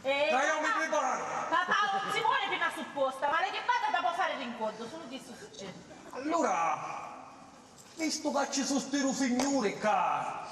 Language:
Sicilian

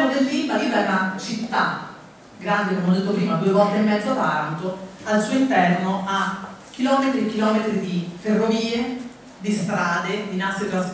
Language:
Italian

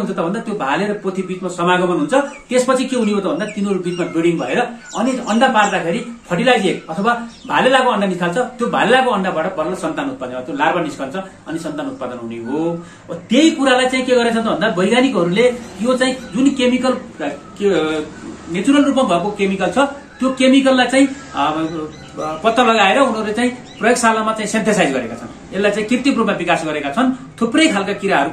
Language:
Nepali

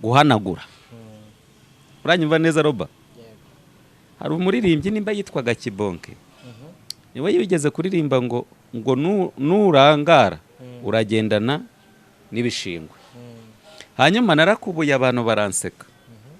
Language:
Kinyarwanda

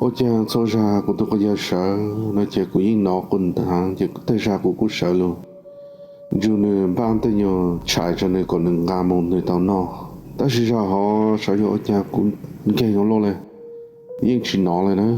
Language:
Hmong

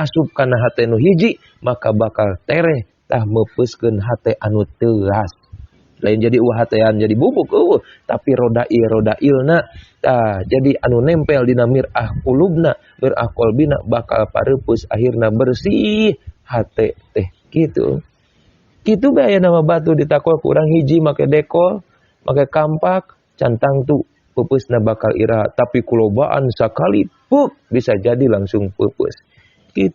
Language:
Sundanese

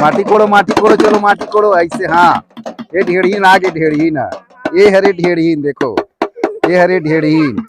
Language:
Chhattisgarhi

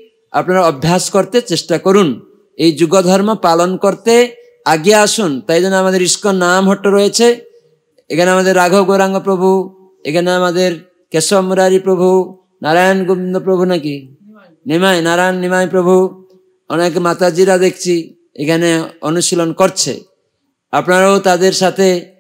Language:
Bangla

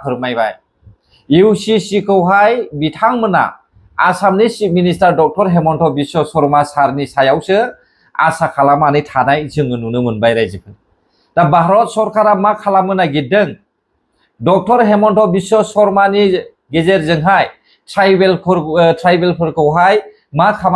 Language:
Bodo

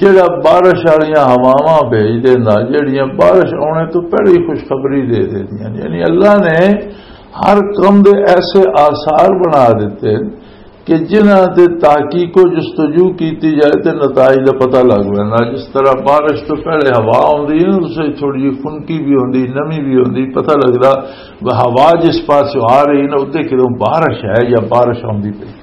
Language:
Western Panjabi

